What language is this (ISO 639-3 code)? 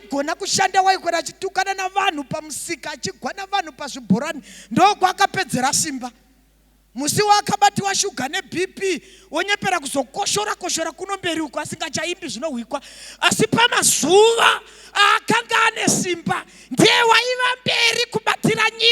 sna